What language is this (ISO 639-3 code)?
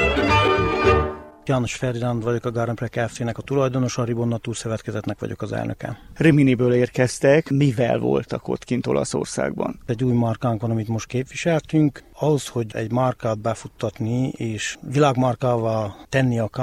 hun